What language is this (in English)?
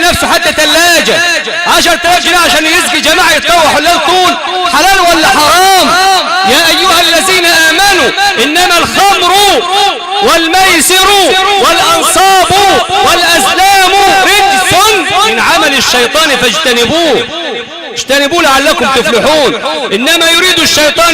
Egyptian Arabic